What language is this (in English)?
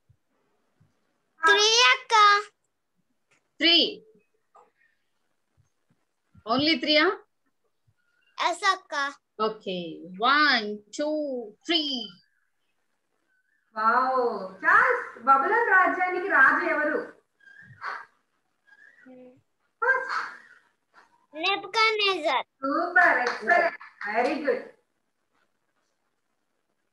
Telugu